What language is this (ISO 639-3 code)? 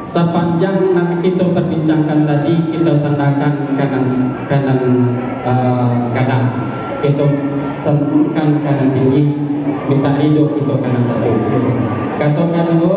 min